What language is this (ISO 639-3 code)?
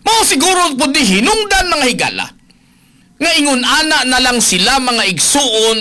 ceb